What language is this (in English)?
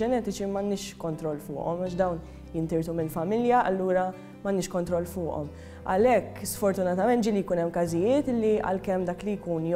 Maltese